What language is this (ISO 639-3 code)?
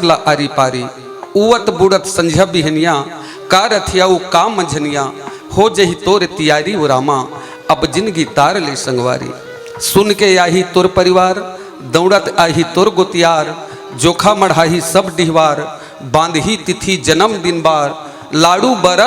hne